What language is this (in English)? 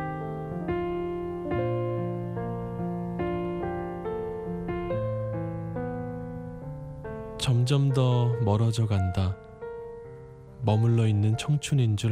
Korean